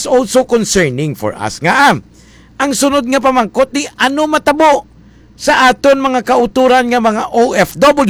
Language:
Hiligaynon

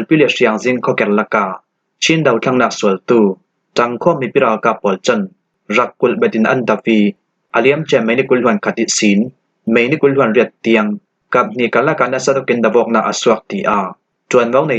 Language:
Falam Chin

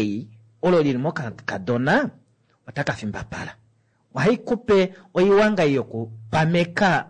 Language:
Kuanyama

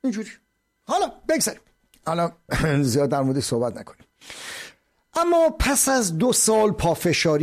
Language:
Persian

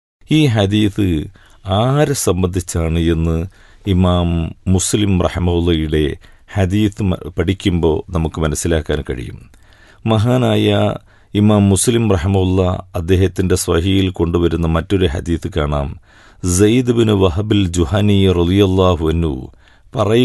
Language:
Malayalam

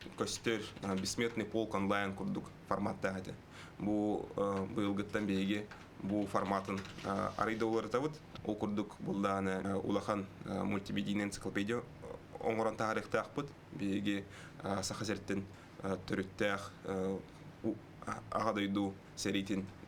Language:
Yakut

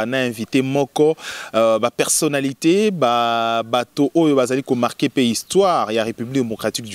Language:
Lingala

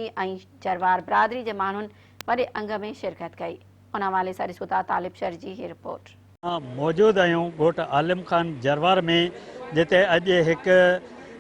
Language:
Sindhi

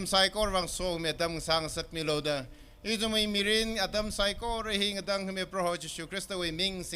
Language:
Tangkhul Naga (India)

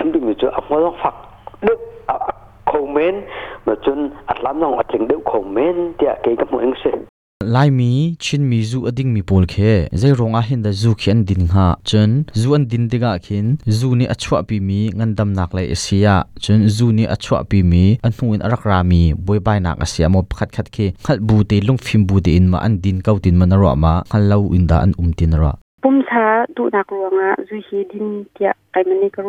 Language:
Hakha Chin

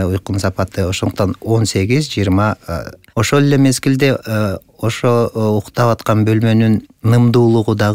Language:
Kyrgyz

